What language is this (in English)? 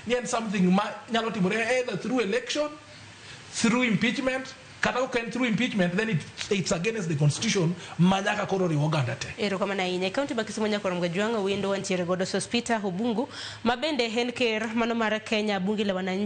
Luo (Kenya and Tanzania)